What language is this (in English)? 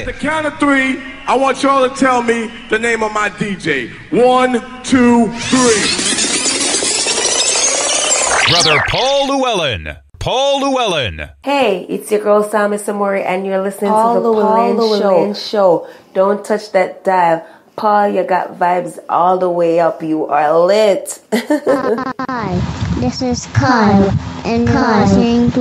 English